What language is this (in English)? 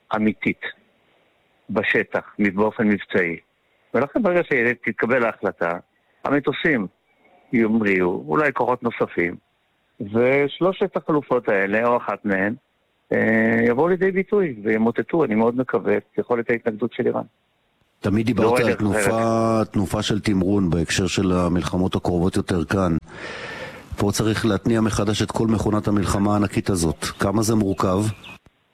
Hebrew